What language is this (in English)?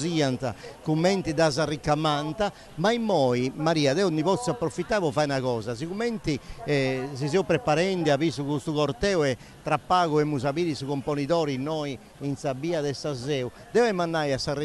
Sardinian